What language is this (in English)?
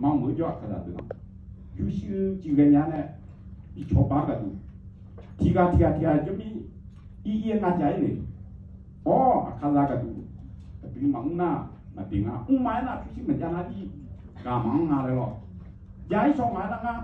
Akha